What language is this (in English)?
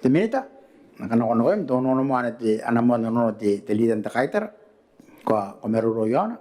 Gilbertese